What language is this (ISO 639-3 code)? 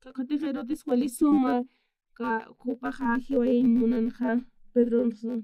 aym